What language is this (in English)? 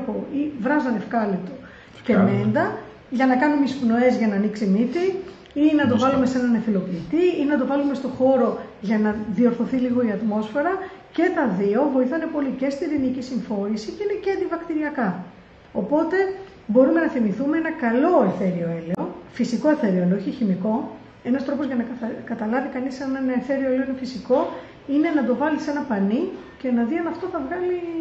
Greek